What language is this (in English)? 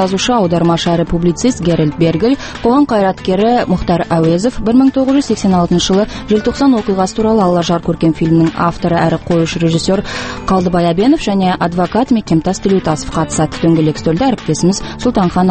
Kazakh